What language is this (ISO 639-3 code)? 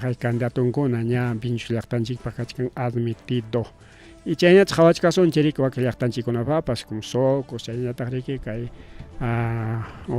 quy